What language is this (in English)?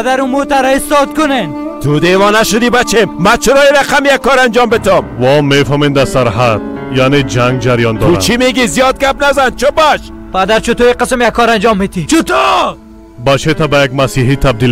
Persian